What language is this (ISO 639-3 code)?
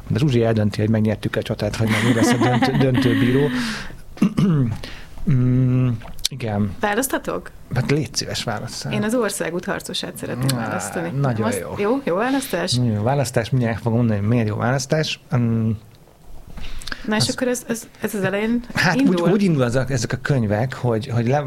hun